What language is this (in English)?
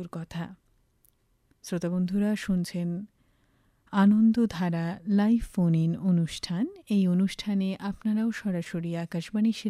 Bangla